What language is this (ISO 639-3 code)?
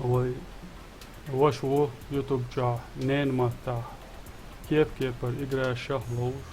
che